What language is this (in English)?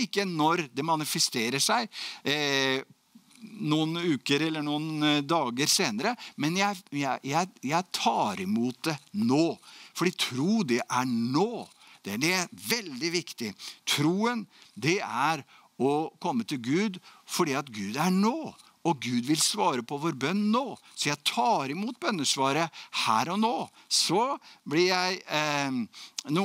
Norwegian